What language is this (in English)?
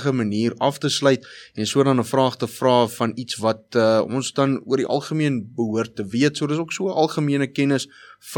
Afrikaans